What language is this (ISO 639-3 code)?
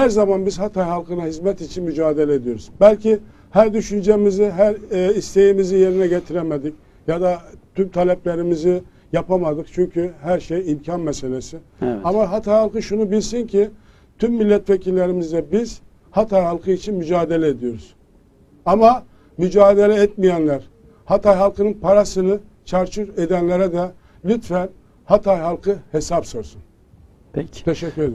tur